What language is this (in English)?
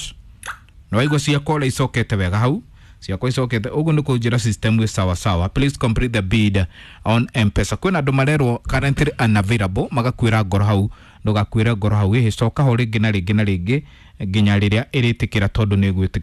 Kikuyu